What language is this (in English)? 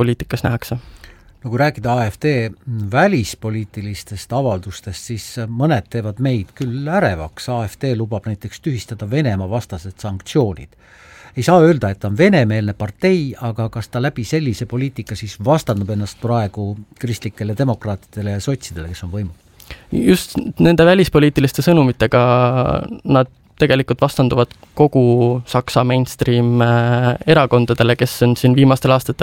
Estonian